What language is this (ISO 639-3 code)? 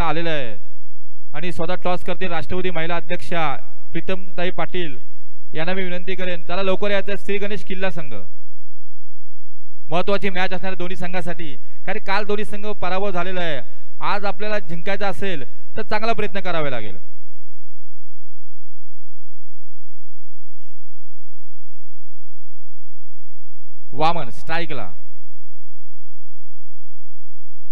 mar